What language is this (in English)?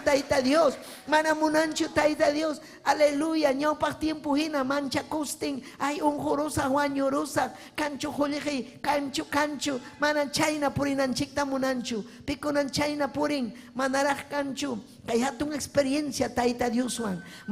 Ayacucho Quechua